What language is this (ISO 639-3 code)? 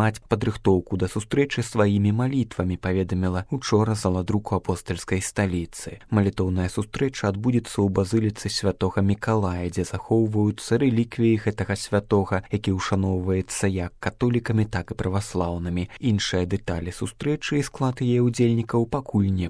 bel